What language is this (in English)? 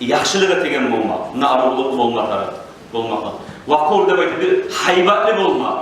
Kumyk